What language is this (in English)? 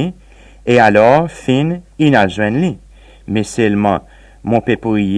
Seselwa Creole French